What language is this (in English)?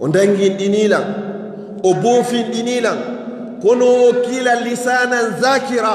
Fula